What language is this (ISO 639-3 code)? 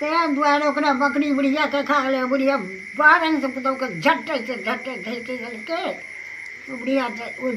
mai